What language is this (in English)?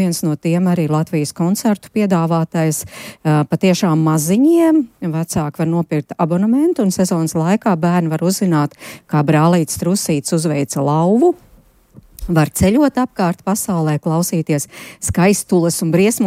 Latvian